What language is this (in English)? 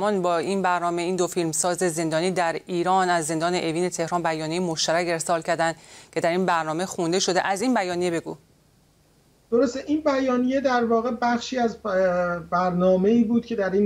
Persian